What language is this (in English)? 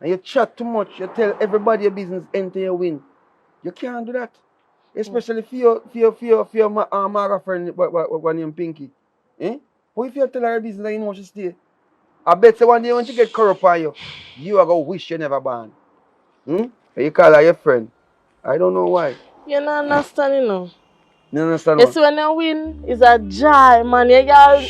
Jamaican Creole English